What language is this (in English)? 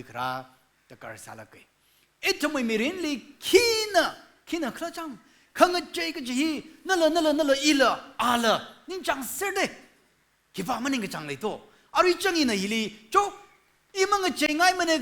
Tangkhul Naga (India)